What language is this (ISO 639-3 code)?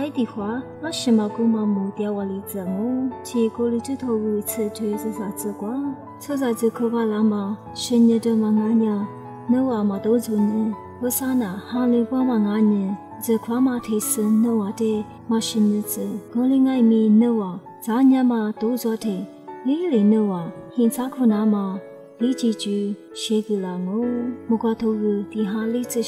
lis